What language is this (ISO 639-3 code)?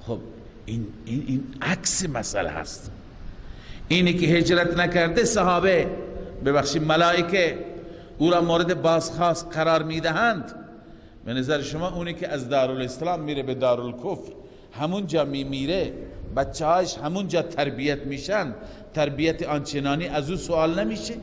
fas